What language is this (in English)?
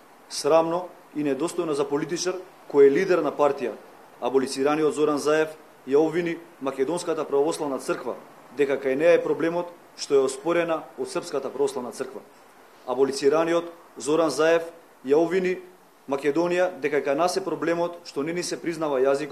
Macedonian